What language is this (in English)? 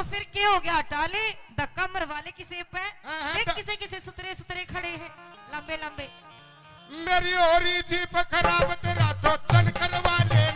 Haryanvi